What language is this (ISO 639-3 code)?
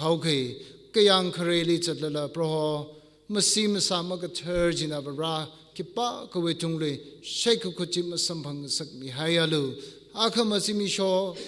nmf